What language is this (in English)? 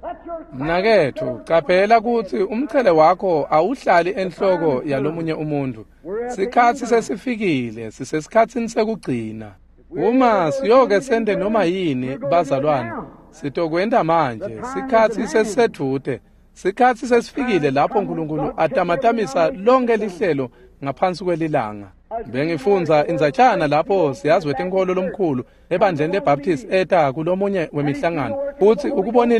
Swati